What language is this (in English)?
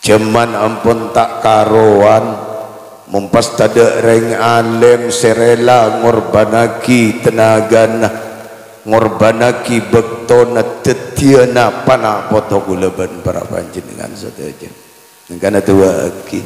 Madurese